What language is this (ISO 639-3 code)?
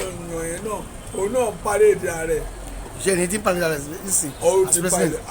yor